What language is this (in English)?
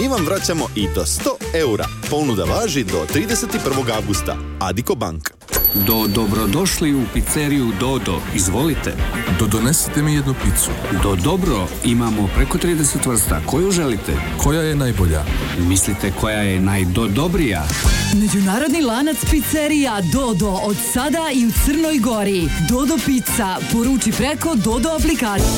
Serbian